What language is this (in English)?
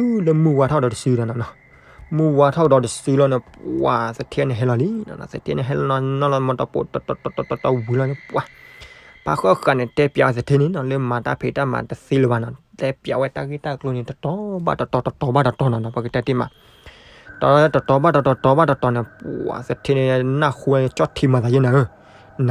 S'gaw Karen